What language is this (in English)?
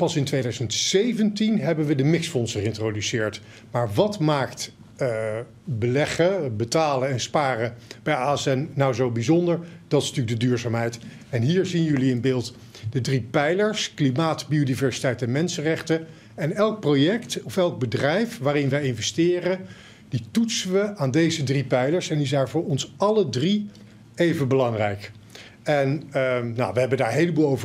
Dutch